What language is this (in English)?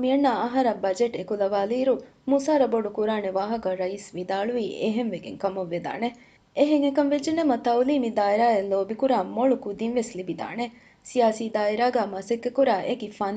Divehi